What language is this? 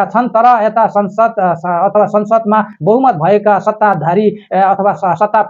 Nepali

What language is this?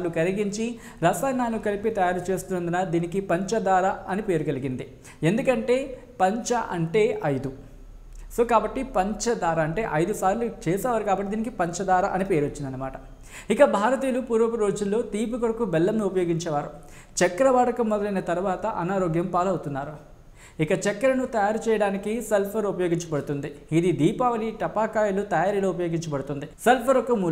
Telugu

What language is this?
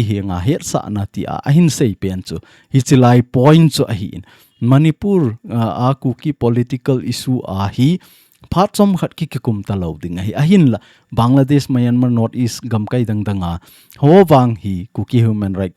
Thado Chin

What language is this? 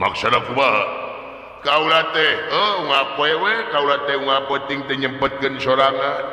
Sundanese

